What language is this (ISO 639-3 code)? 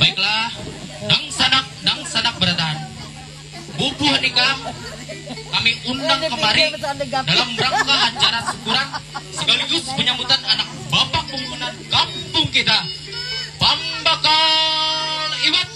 bjn